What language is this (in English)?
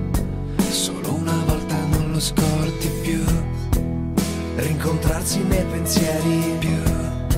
Italian